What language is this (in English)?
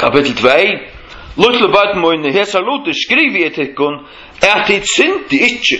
Faroese